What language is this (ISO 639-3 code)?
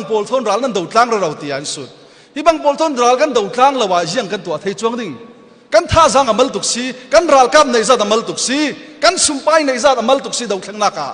cnh